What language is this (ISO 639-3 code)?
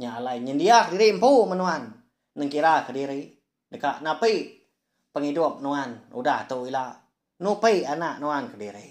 iba